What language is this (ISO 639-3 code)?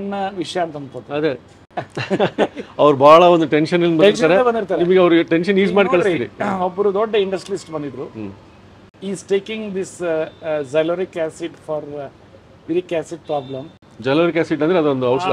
kan